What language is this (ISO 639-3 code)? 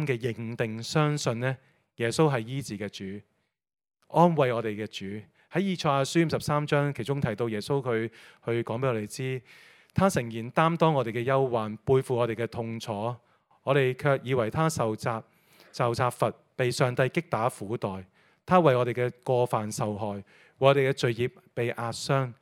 yue